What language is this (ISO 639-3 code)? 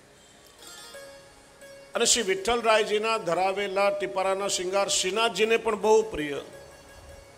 guj